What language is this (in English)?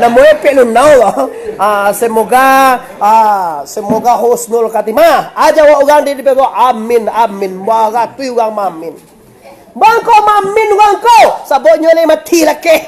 Minangkabau